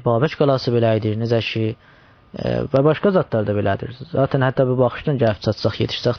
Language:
South Azerbaijani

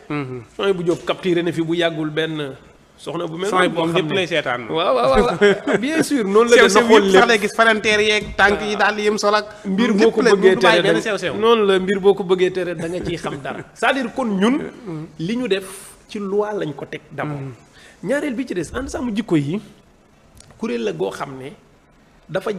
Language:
Wolof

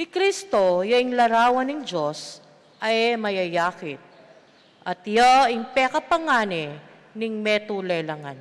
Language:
Pampanga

